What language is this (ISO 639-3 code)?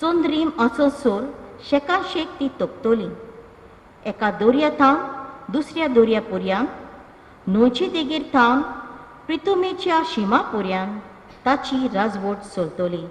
kok